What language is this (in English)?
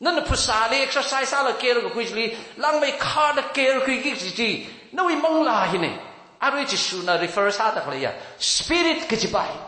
Tangkhul Naga (India)